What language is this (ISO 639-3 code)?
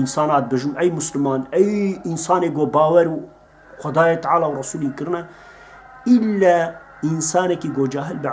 kur